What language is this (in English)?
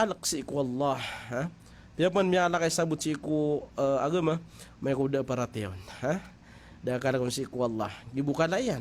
Maranao